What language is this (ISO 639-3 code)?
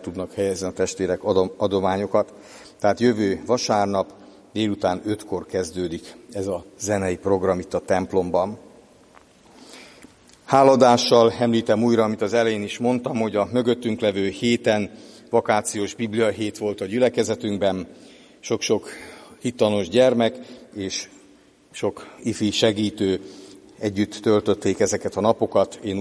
hun